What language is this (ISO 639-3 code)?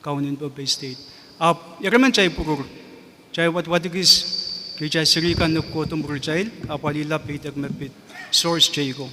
pon